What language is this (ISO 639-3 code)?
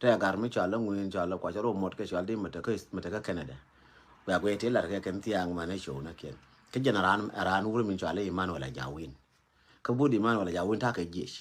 nus